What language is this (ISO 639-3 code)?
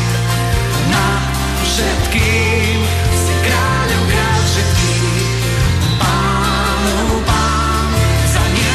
slk